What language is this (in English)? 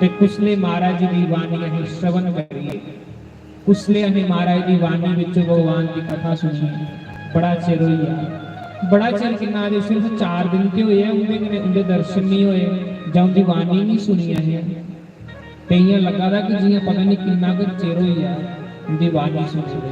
Dogri